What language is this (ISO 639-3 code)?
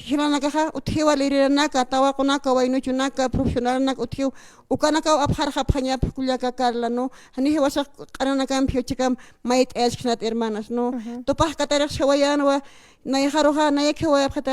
aym